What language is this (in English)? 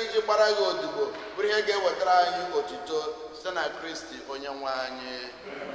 Igbo